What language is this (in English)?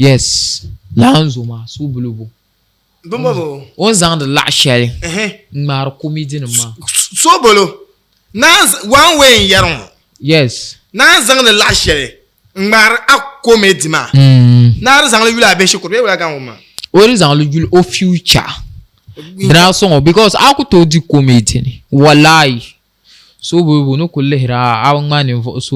Dagbani